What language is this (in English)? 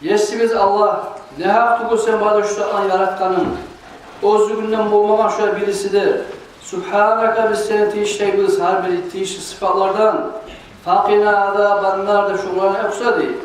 Kumyk